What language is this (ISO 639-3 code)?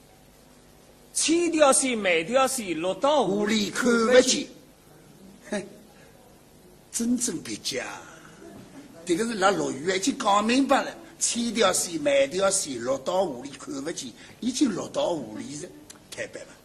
wuu